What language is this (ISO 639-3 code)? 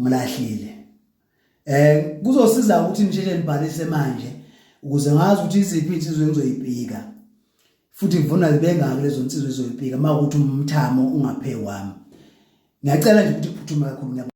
zul